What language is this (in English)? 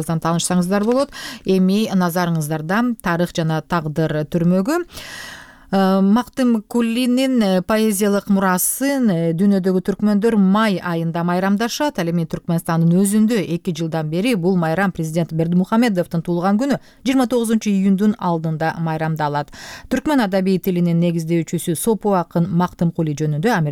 Kyrgyz